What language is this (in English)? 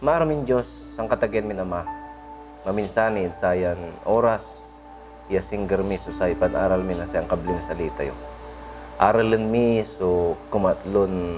Pangasinan